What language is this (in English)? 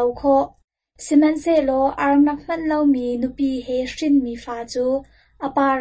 Hakha Chin